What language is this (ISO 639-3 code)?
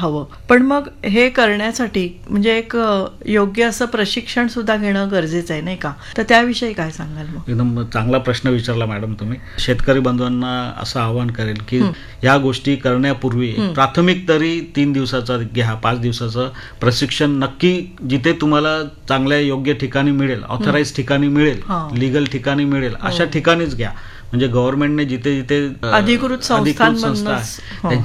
mar